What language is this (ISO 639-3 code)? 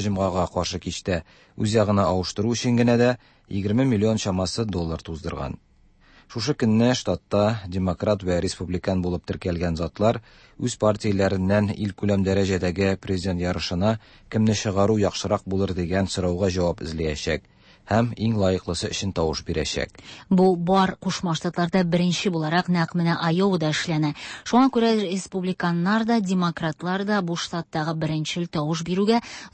tat